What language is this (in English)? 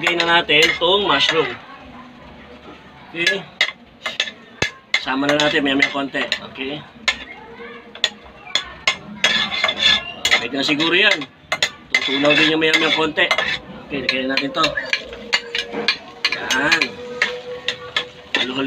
Filipino